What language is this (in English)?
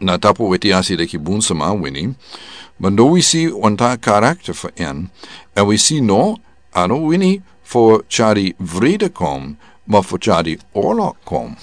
Sranan Tongo